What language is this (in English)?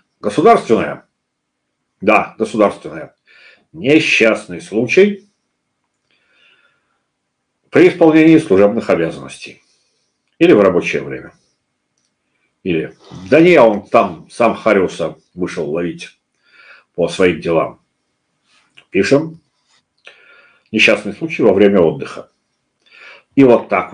Russian